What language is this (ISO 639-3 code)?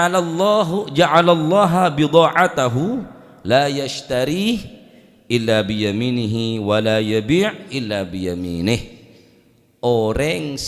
mad